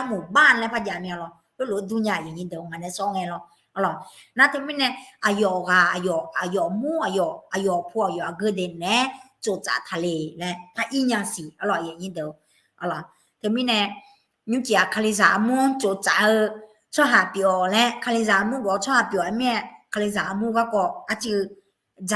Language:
Akha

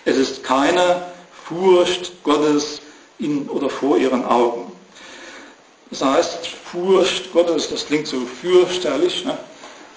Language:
German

